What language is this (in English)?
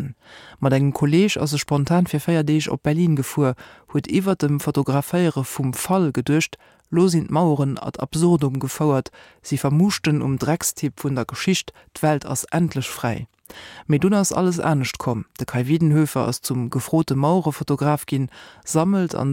Luxembourgish